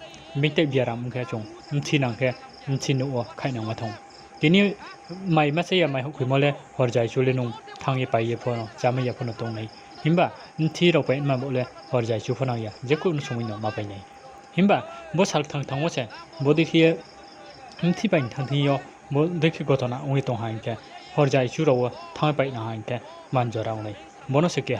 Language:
Riang (India)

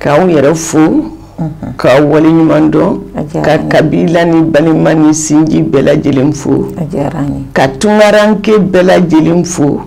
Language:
Bambara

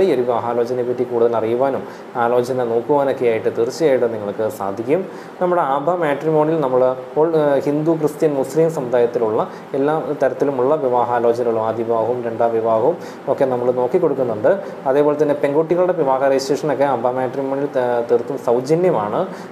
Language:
Malayalam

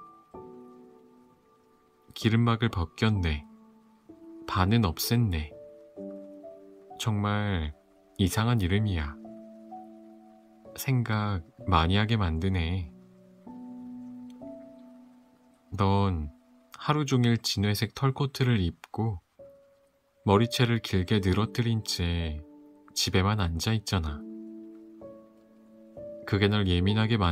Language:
Korean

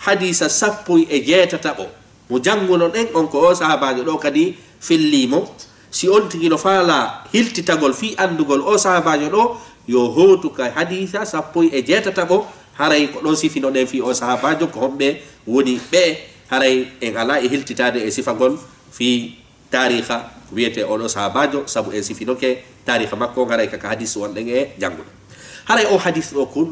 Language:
Fula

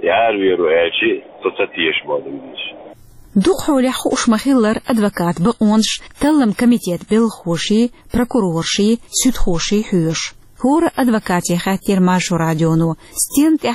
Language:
Chechen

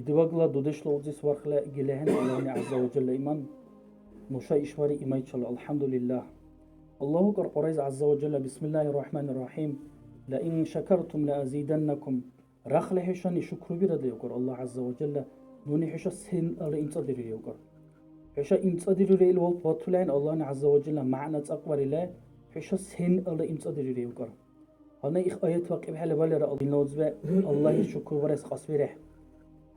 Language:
Dargwa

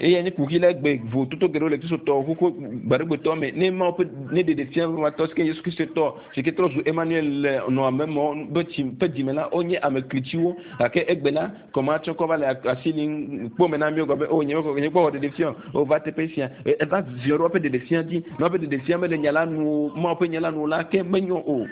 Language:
Ewe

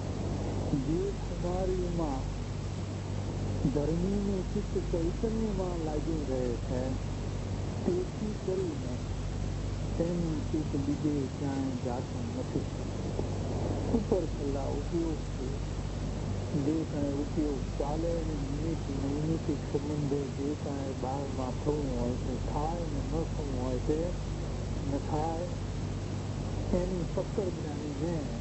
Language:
Gujarati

